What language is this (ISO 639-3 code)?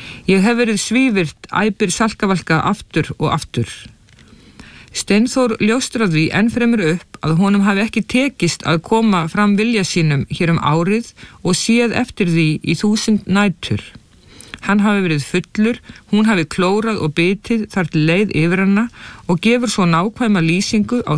isl